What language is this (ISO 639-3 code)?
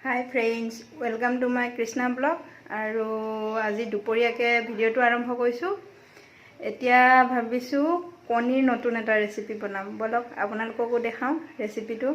asm